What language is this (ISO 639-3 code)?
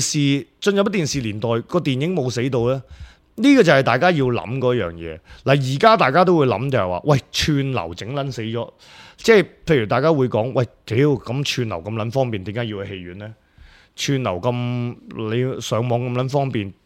yue